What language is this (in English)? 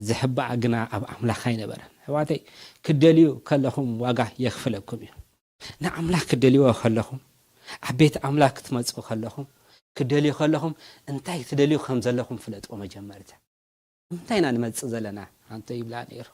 Tigrinya